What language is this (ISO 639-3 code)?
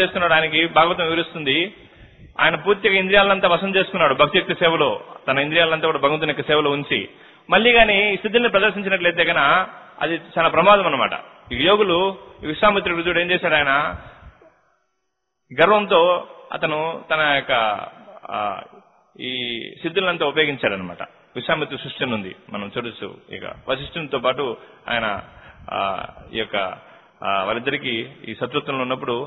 tel